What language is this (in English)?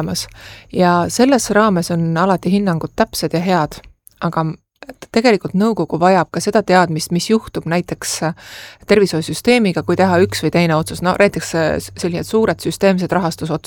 Estonian